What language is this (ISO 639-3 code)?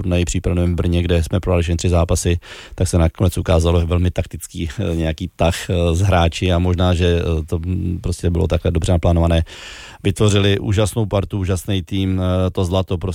ces